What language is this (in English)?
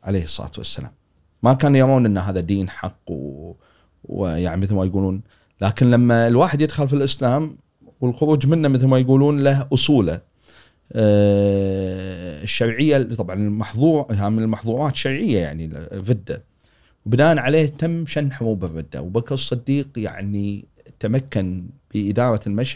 Gulf Arabic